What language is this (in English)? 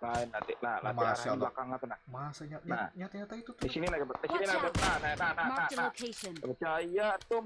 Banjar